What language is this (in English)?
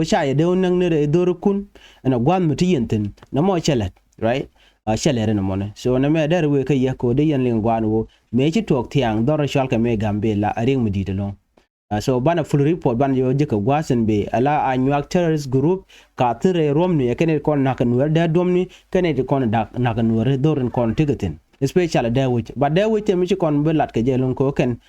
Nuer